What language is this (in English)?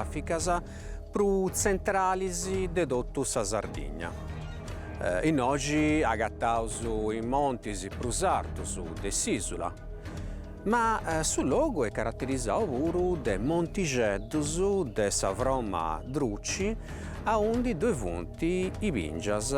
Sardinian